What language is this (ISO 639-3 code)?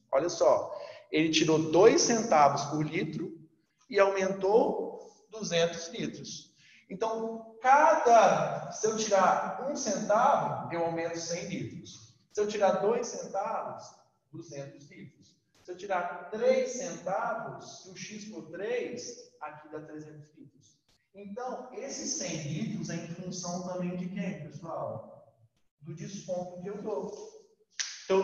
por